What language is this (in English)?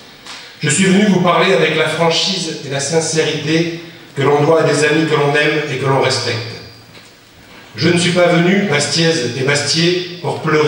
French